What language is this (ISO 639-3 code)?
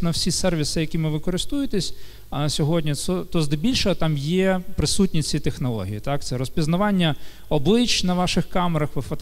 ukr